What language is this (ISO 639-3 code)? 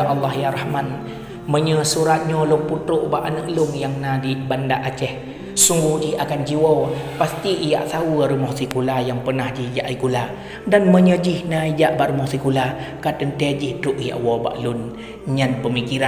ace